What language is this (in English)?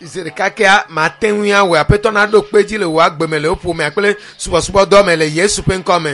Ewe